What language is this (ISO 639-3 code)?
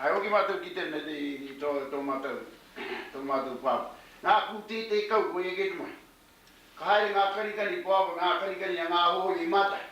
mri